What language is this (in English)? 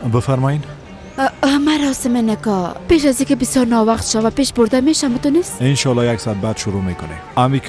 Persian